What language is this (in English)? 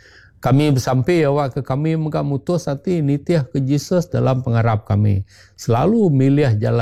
Iban